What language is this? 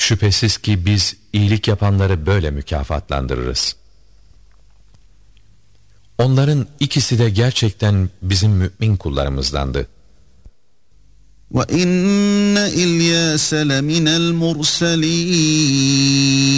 Turkish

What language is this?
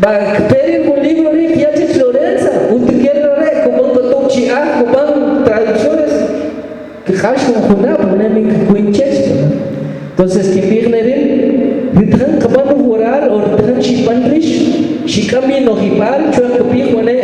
Kʼicheʼ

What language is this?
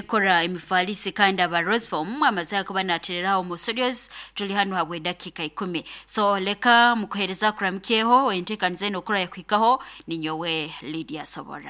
Nyankole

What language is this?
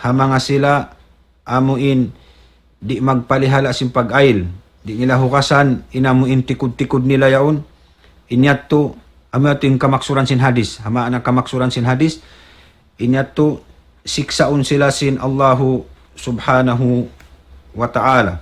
Tausug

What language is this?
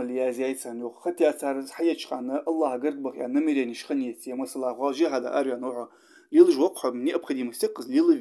Ingush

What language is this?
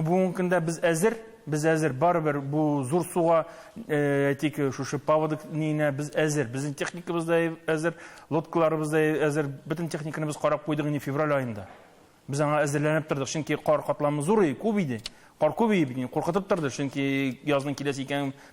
Tatar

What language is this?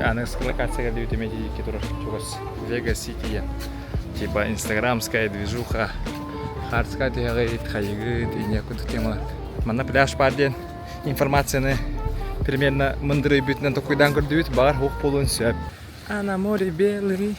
Yakut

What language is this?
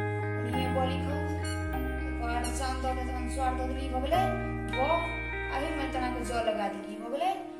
Maithili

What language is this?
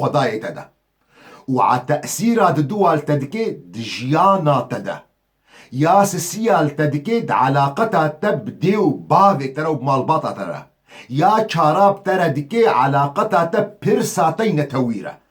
Kurdish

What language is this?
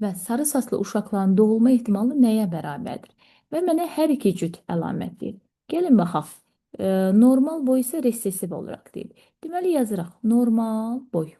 Azerbaijani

